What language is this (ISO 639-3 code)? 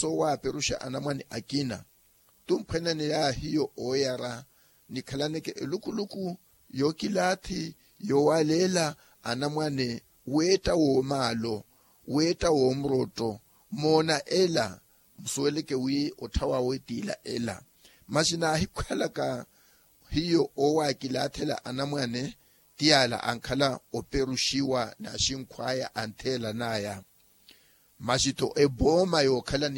vmw